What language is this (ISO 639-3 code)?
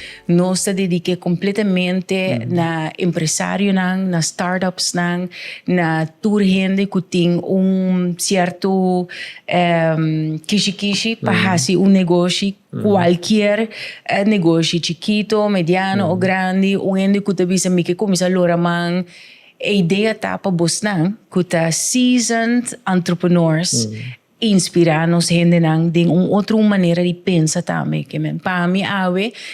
pap